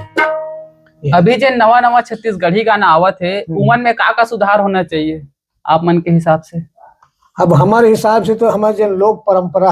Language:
Chhattisgarhi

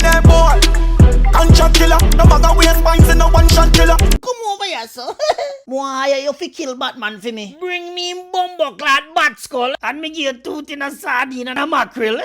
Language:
Jamaican Creole English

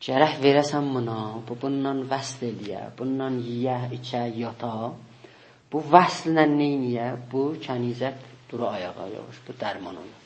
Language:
South Azerbaijani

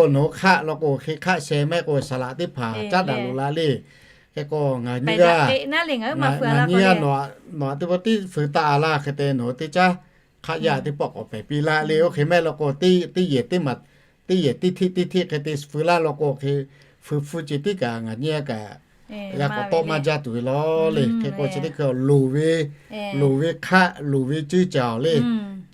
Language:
Lahu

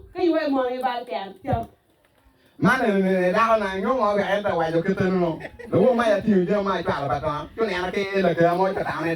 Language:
Acoli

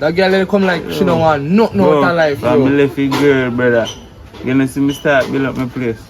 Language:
Jamaican Creole English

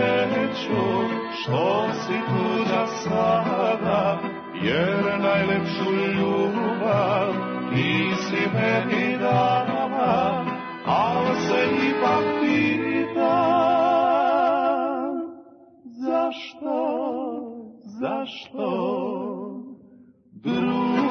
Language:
Serbian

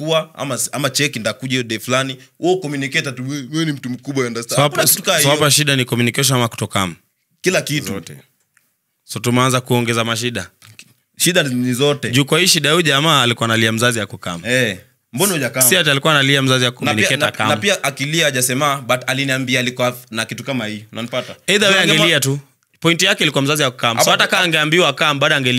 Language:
Swahili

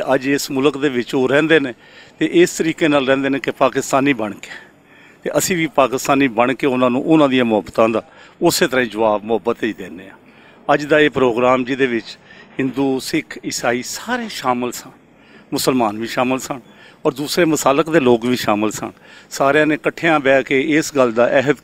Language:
Western Panjabi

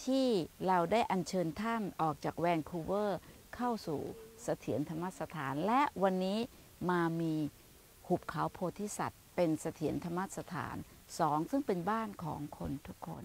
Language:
Thai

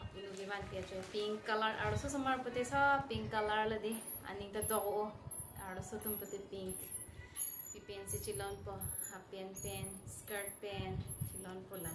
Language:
Karbi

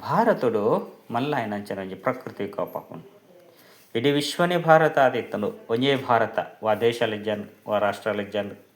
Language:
Tulu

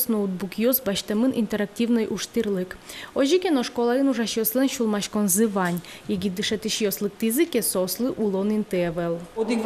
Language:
Udmurt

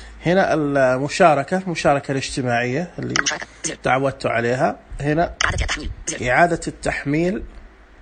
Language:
Najdi Arabic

